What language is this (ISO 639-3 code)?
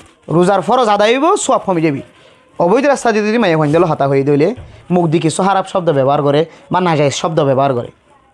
rhg